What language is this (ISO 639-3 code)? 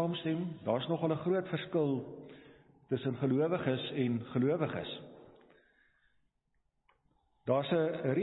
afr